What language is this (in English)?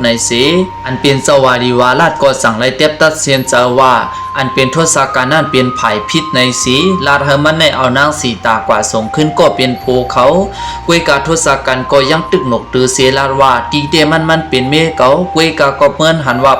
Shan